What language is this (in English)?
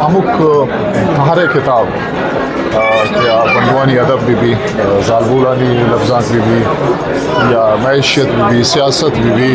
Eastern Balochi